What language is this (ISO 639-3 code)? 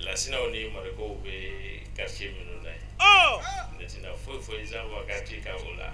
bam